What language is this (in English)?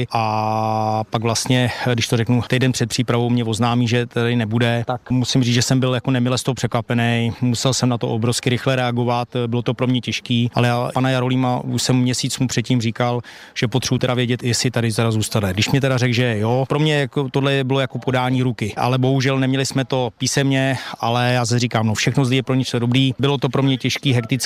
Czech